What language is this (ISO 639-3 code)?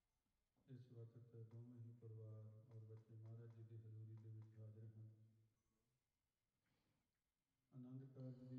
pan